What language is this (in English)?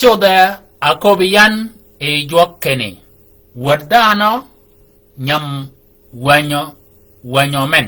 Shilluk